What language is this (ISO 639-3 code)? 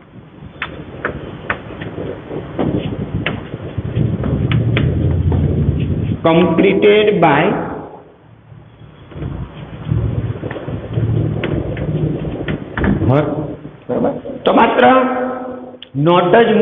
guj